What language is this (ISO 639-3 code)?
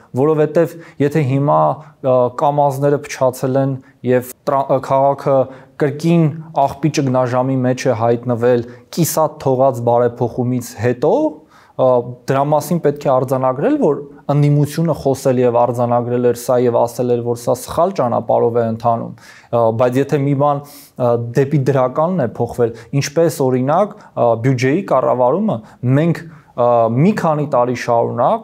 hye